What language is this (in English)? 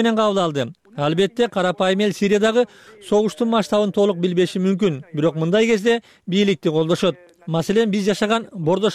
Kyrgyz